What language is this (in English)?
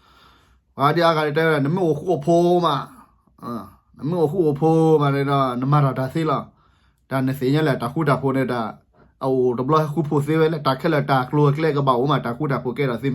S'gaw Karen